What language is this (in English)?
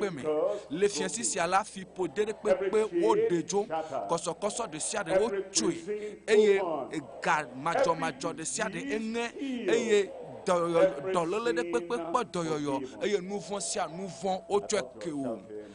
Ewe